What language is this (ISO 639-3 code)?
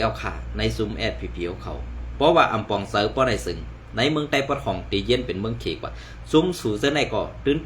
shn